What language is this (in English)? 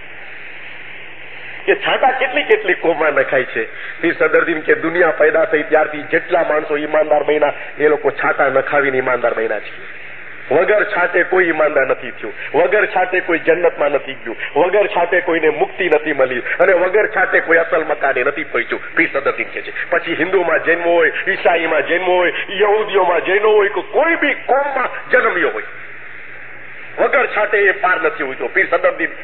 Gujarati